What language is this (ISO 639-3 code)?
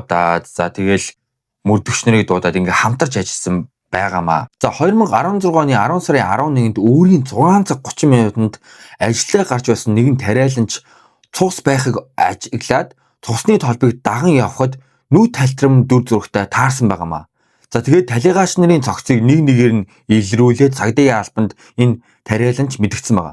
mon